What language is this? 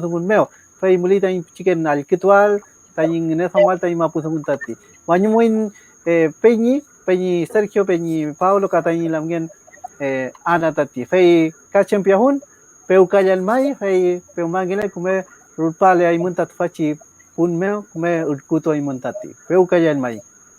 Mapuche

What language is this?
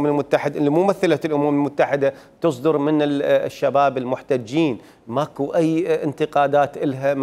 Mesopotamian Arabic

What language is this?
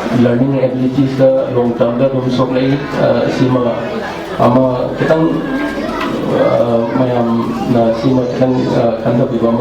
Manipuri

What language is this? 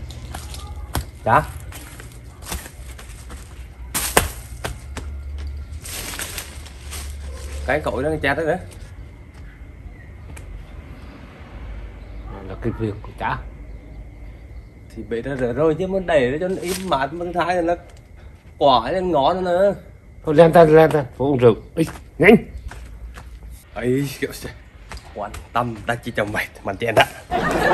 Vietnamese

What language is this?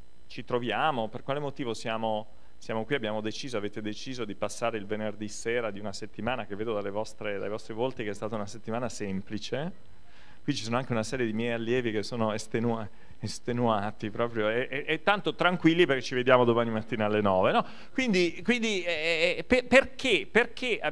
Italian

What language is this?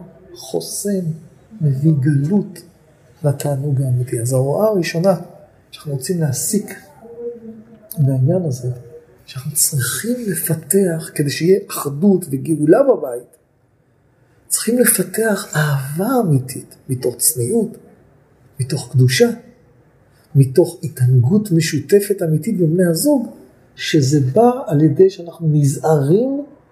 Hebrew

